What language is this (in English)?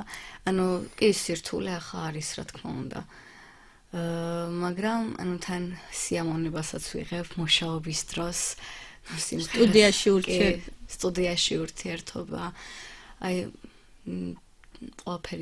Georgian